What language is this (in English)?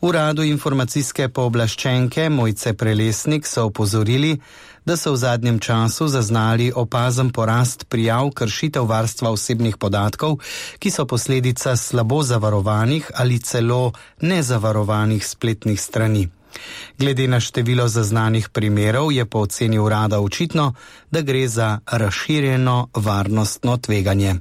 Slovenian